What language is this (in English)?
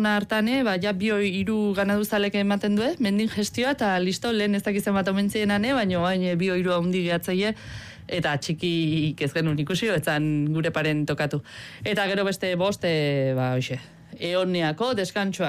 Basque